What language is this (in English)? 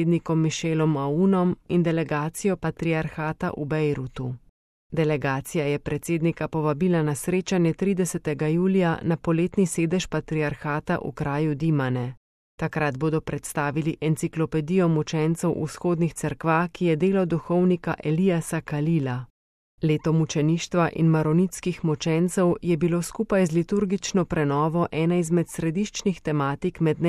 Slovenian